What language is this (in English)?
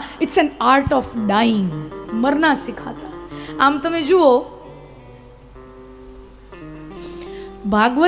Gujarati